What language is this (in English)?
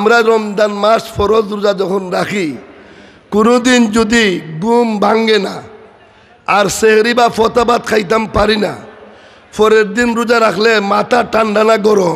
Sylheti